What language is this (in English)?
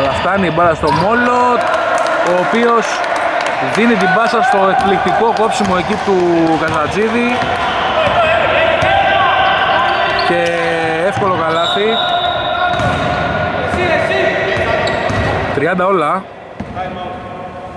Greek